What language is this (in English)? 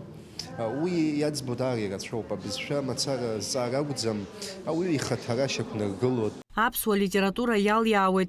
Abkhazian